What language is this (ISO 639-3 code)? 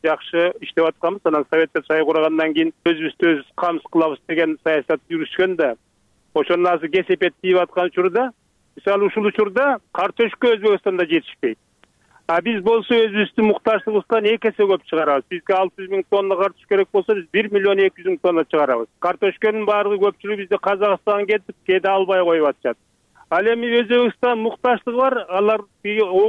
kir